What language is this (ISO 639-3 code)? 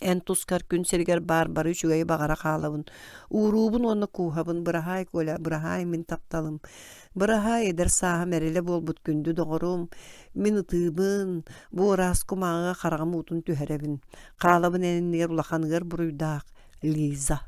sah